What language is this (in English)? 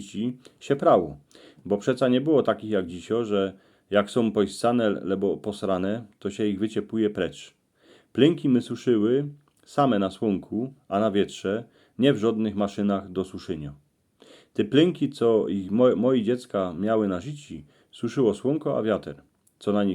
Silesian